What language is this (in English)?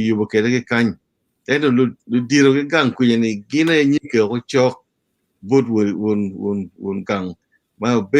Acoli